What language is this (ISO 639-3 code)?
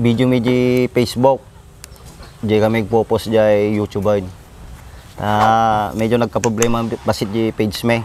ilo